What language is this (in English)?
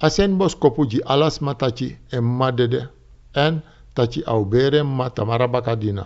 Sranan Tongo